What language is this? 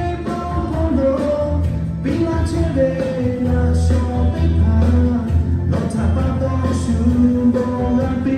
Lahu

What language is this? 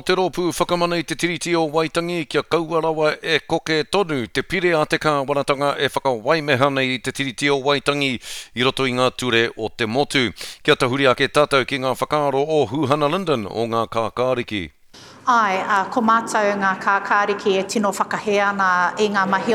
Māori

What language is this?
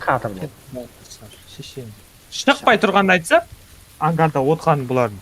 Kara-Kalpak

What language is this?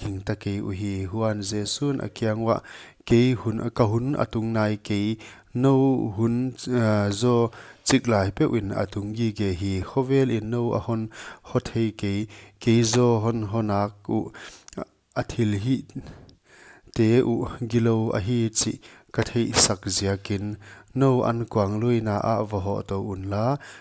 Paite Chin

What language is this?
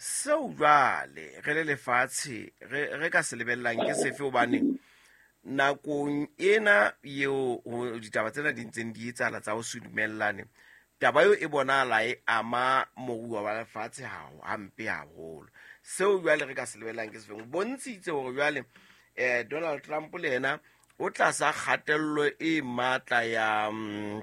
Southern Sotho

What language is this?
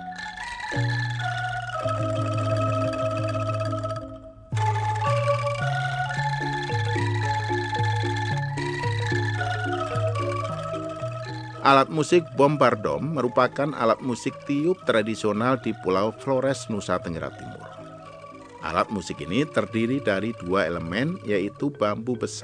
Indonesian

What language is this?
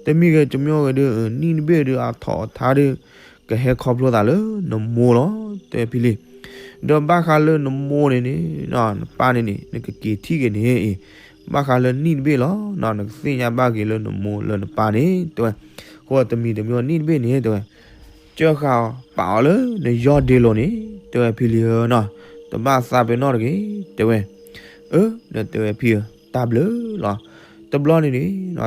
S'gaw Karen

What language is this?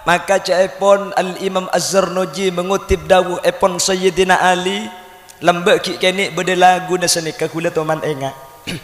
Madurese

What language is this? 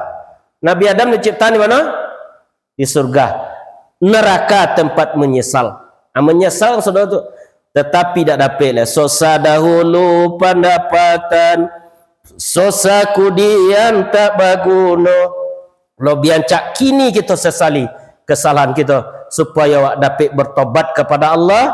Minangkabau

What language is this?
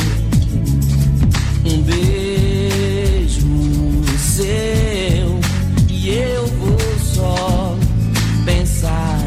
Portuguese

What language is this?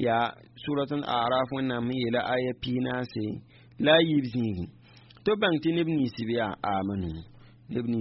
Mossi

